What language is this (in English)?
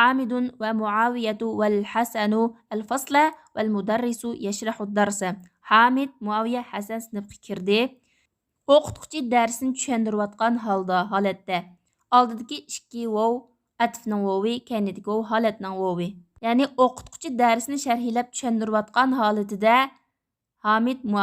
Uyghur